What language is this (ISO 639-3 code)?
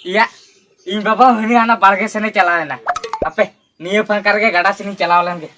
sat